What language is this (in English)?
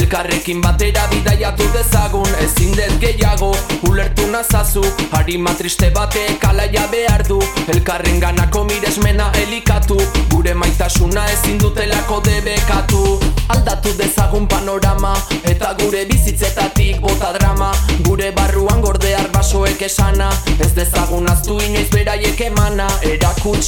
Basque